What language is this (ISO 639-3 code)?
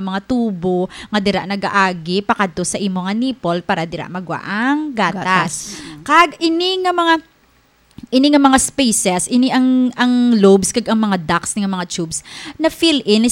hil